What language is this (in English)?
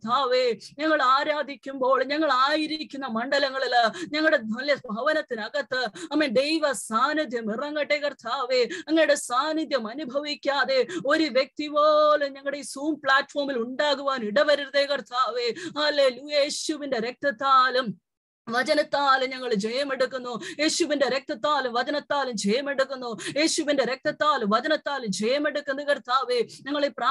Malayalam